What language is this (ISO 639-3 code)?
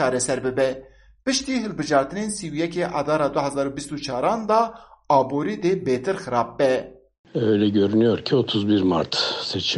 kur